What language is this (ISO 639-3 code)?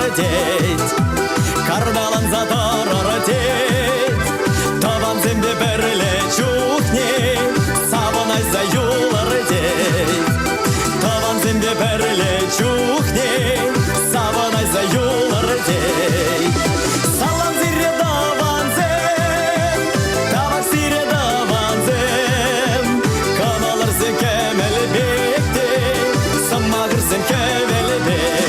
chv